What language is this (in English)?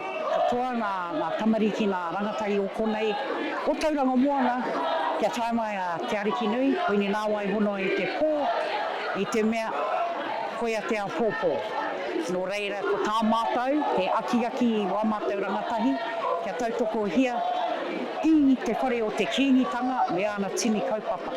Māori